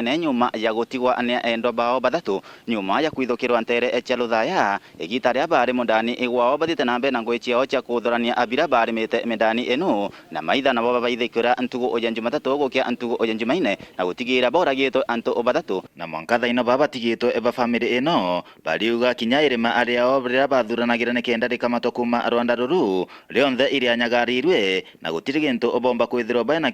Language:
Meru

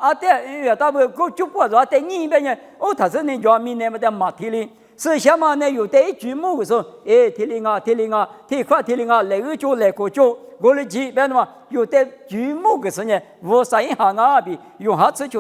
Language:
Lisu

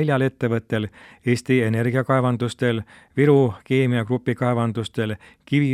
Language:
Estonian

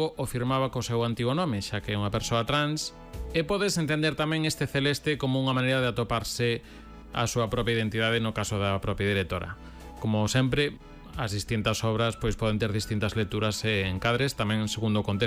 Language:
Galician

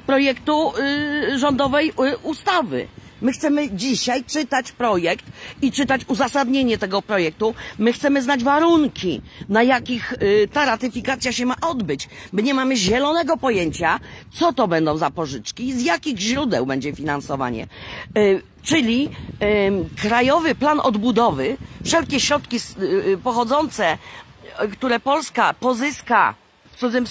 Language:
Polish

